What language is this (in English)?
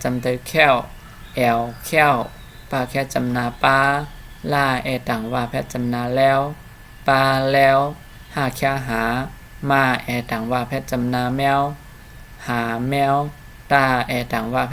Shan